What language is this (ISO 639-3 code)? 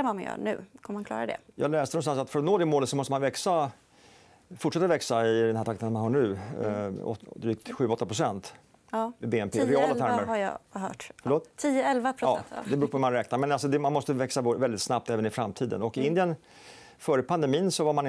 swe